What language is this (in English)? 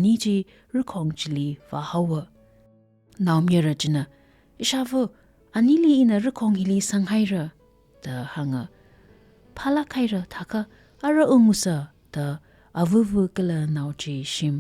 Tangkhul Naga (India)